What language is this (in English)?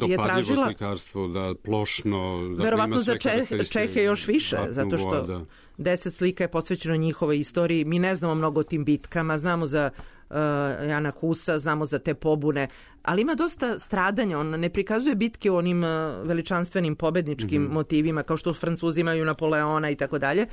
Serbian